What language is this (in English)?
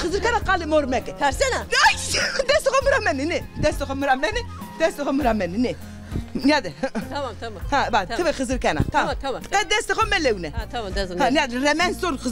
Zaza